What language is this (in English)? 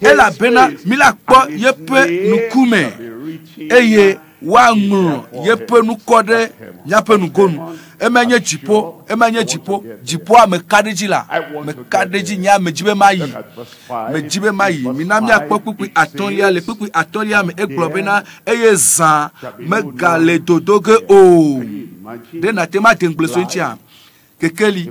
Ewe